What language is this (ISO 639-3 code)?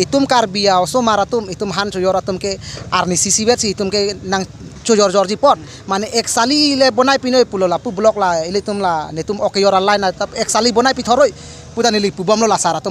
mjw